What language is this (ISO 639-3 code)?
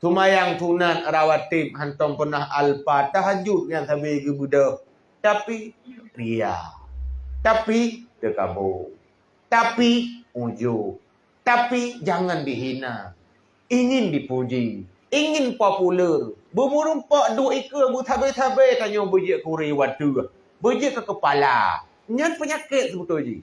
ace